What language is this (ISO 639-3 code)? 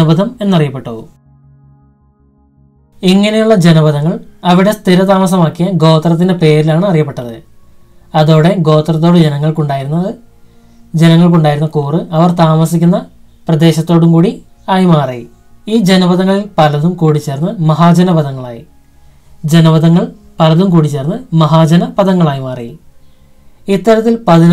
mal